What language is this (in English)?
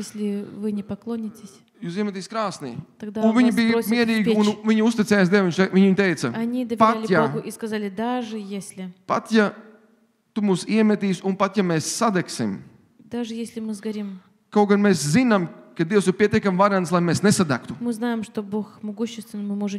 Latvian